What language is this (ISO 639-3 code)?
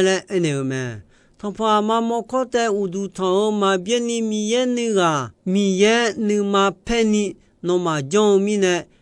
ahk